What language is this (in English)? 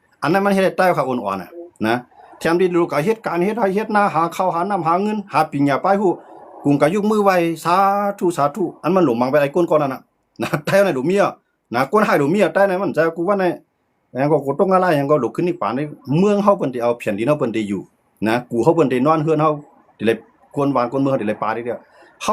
Shan